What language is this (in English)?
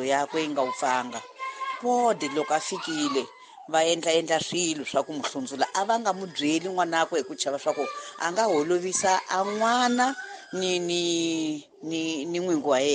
Tsonga